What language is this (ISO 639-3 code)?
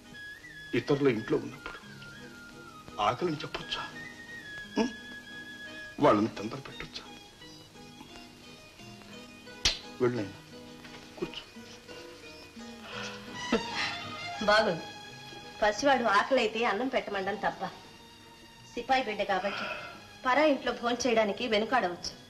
tel